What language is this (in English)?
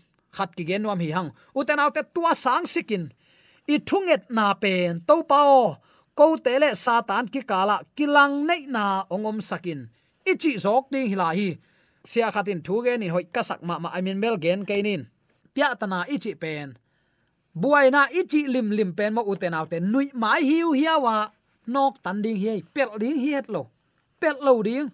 Tedim Chin